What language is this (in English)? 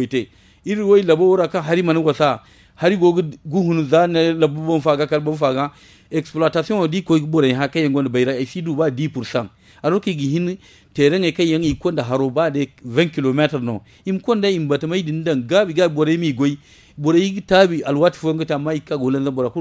Zarma